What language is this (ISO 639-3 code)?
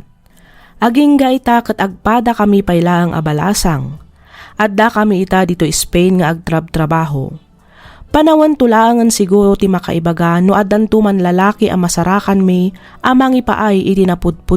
ilo